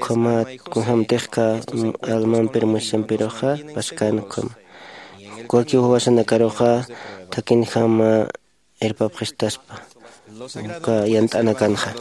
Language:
Aymara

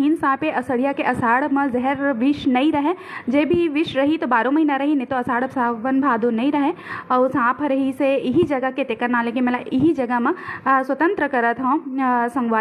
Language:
Chhattisgarhi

